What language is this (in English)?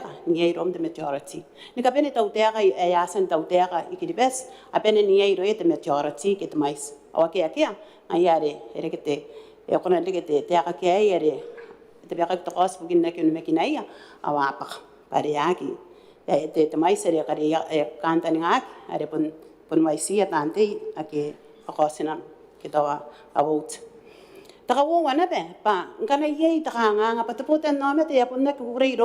Gilbertese